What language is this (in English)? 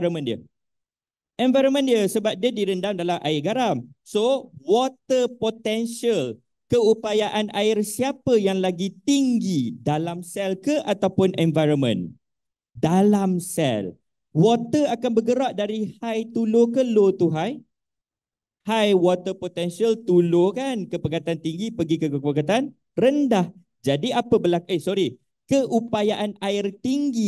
Malay